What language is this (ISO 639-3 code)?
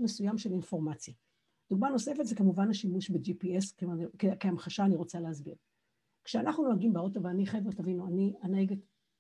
heb